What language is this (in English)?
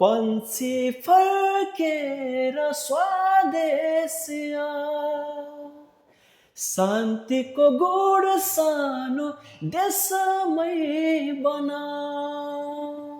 Nepali